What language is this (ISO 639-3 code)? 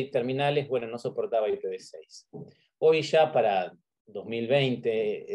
spa